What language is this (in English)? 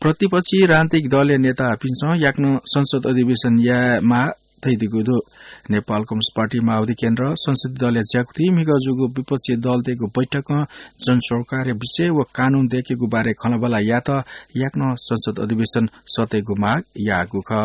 Newari